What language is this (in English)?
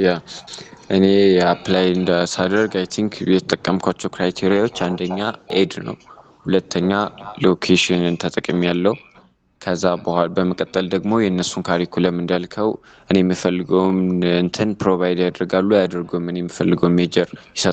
Amharic